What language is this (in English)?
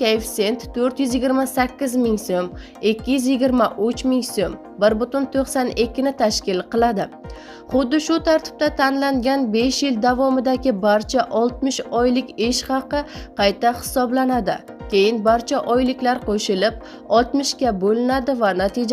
Uzbek